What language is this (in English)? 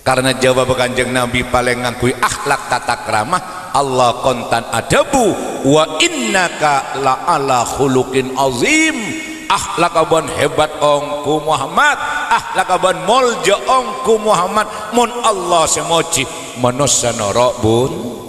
Madurese